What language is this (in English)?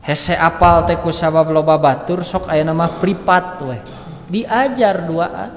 Sundanese